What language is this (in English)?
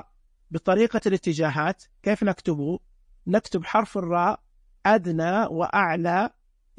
Najdi Arabic